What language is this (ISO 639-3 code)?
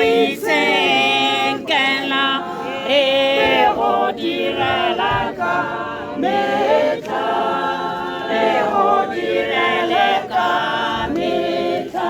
tsn